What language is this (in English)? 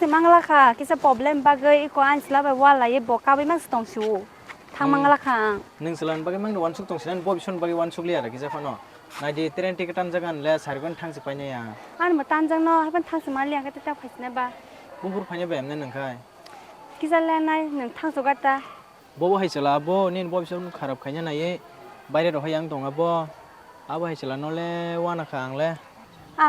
Kok Borok